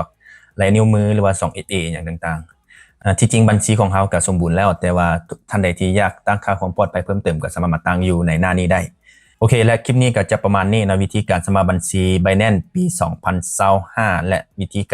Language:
Lao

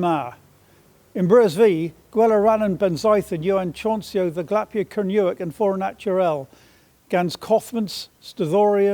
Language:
Cornish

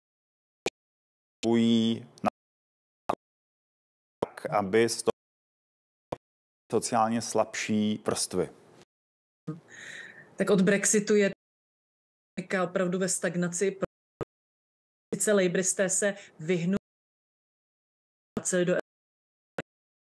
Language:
Czech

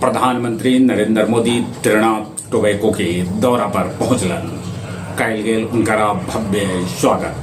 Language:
Magahi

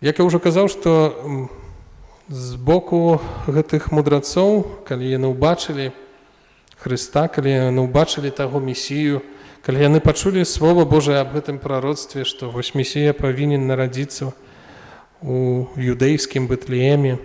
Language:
Belarusian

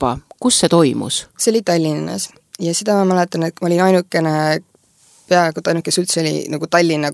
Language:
Estonian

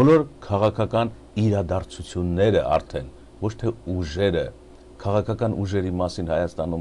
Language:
Armenian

